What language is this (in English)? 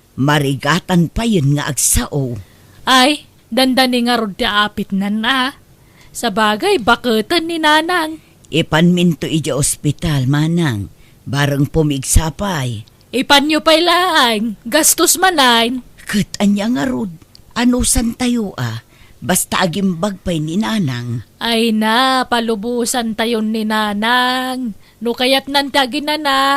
Iloko